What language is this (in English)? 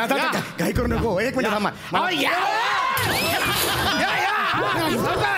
Marathi